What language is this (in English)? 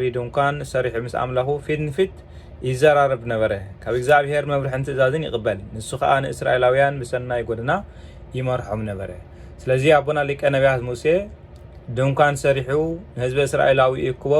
Tigrinya